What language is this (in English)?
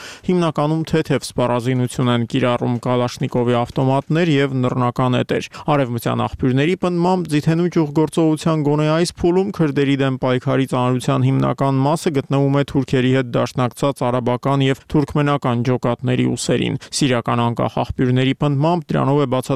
Armenian